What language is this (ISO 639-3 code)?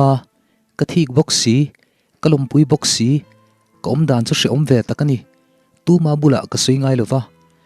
lus